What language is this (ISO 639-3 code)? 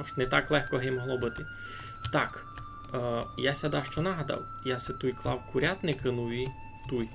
rue